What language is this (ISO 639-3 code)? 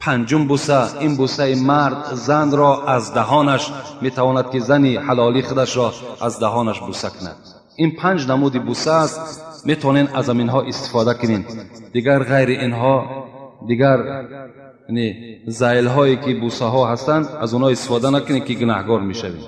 tgk